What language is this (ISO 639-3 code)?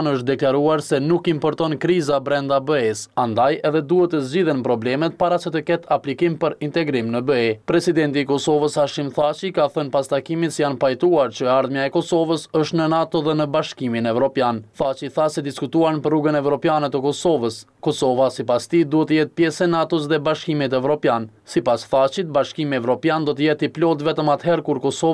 sqi